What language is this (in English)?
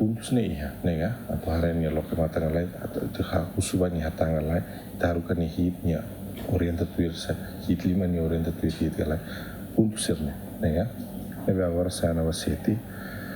Tetum